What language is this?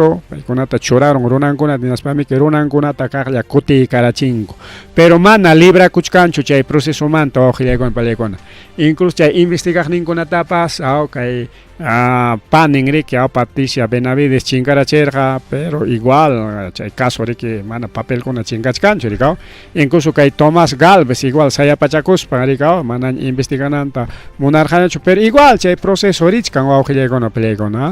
Ayacucho Quechua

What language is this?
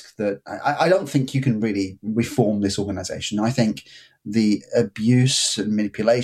English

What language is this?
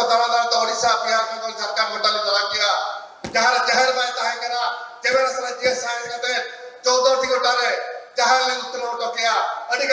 Santali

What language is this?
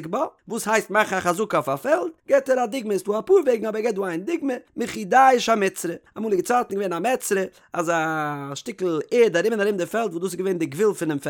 Yiddish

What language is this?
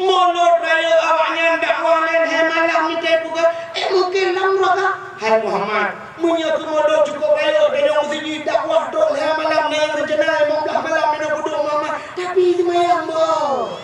Achinese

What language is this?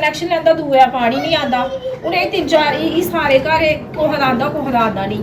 Dogri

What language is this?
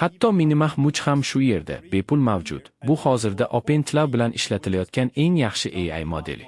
Uzbek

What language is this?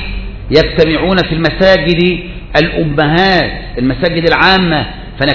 Arabic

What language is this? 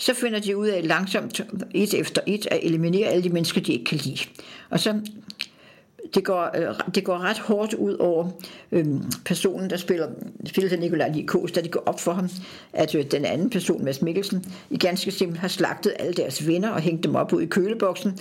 Danish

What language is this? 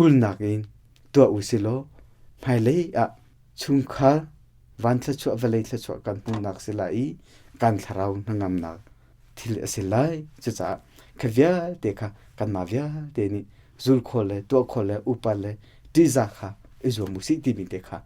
Hakha Chin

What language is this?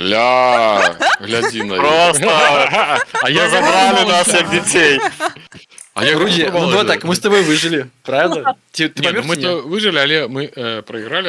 Belarusian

